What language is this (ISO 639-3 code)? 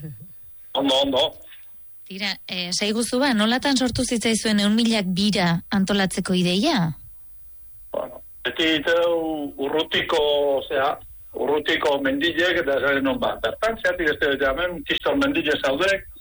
eus